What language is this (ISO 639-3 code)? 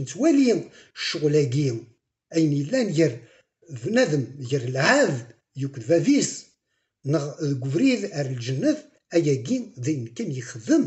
kab